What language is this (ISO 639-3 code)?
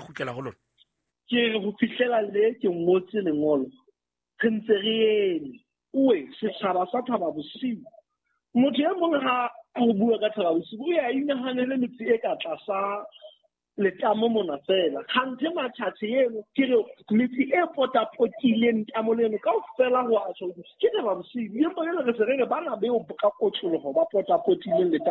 sot